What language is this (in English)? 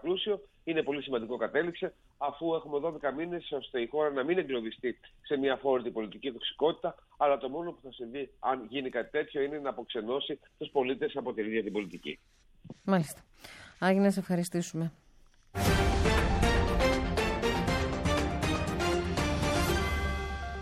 Greek